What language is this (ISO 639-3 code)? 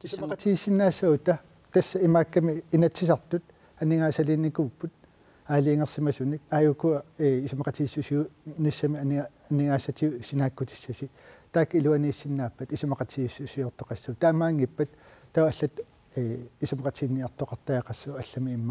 kal